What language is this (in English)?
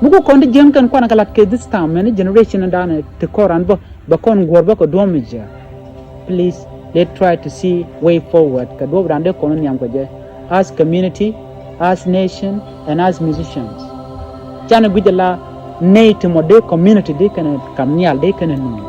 Nuer